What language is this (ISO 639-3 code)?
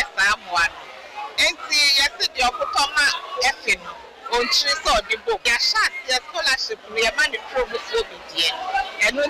aka